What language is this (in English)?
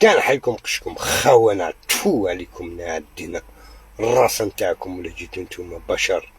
Algerian Arabic